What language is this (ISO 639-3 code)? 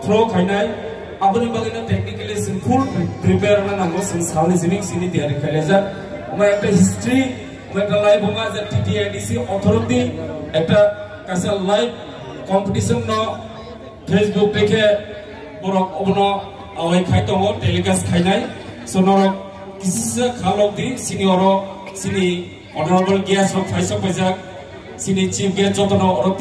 trp